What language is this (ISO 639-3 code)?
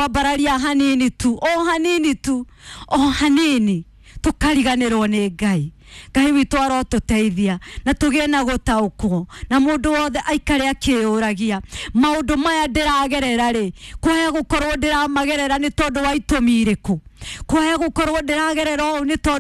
kik